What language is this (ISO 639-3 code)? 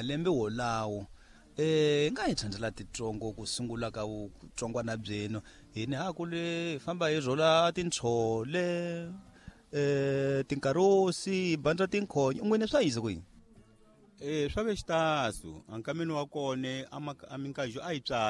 tso